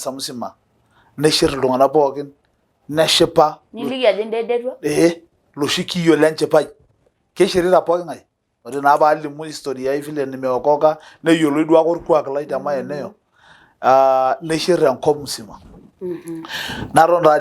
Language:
Masai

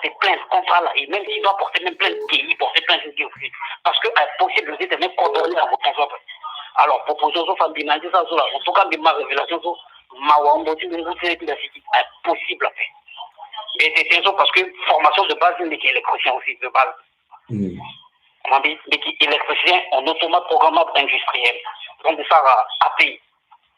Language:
Sango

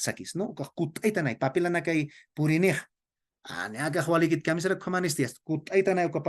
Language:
Aymara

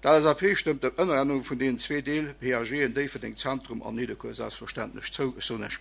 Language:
Luxembourgish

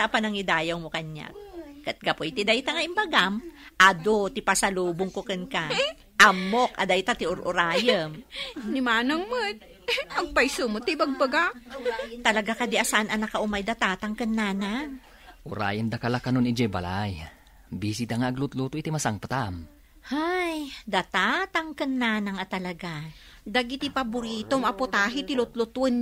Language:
Iloko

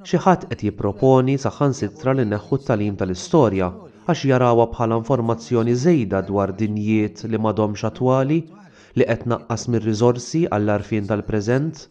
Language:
Maltese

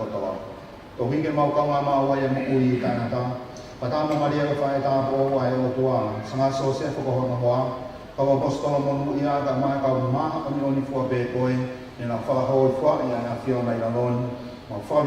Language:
Tongan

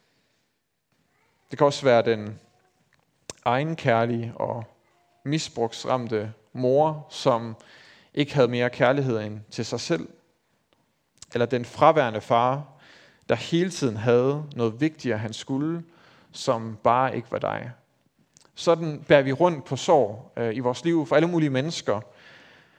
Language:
Danish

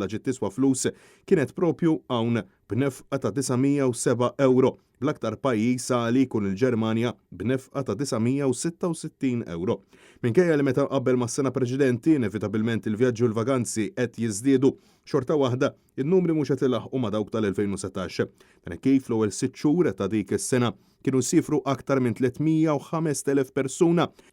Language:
Maltese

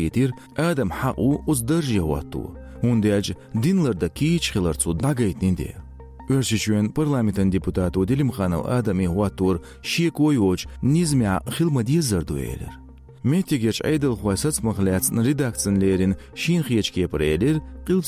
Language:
Chechen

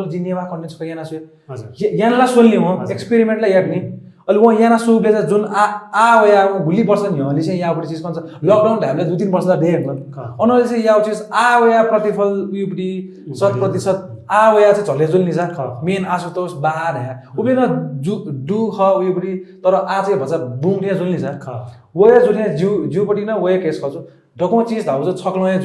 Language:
Newari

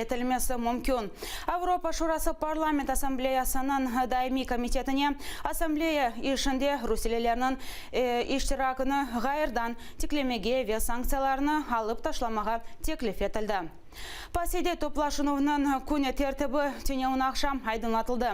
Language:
Crimean Tatar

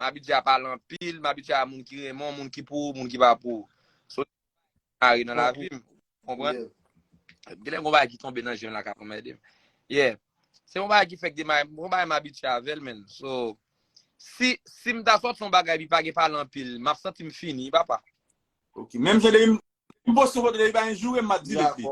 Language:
Haitian Creole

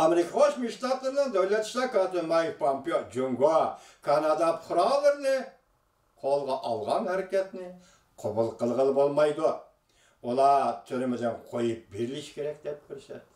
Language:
Uyghur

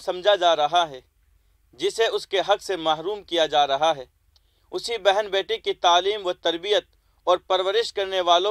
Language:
Urdu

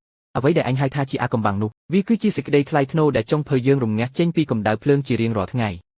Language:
Khmer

